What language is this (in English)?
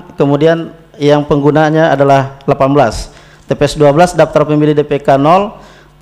Indonesian